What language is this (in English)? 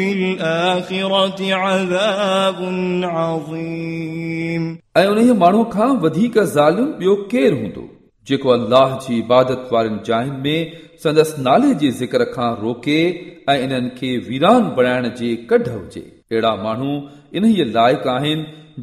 Sindhi